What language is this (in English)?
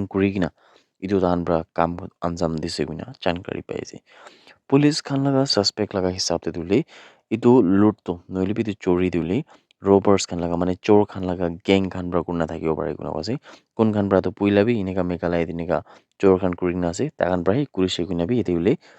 Naga Pidgin